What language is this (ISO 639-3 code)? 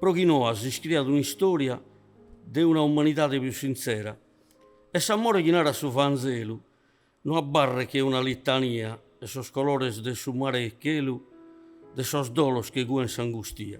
srd